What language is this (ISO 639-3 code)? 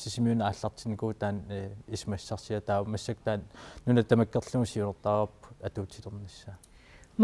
kal